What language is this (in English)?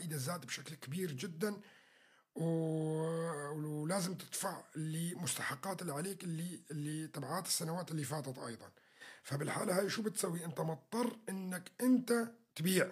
North Levantine Arabic